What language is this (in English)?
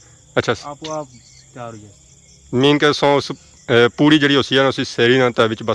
Pahari-Potwari